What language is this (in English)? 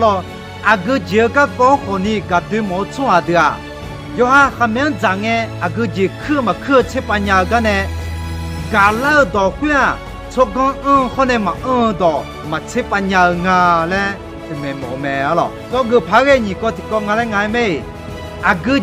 Akha